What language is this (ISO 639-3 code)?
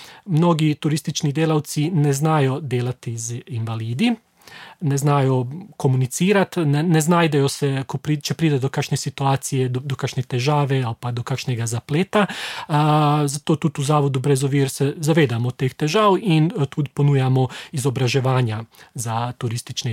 slv